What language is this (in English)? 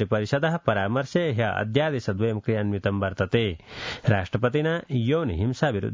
Sanskrit